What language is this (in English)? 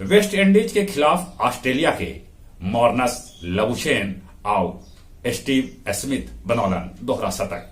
Magahi